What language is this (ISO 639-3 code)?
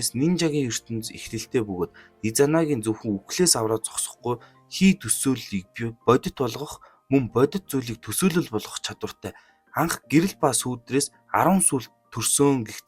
mon